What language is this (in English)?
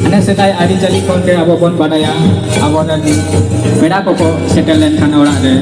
Santali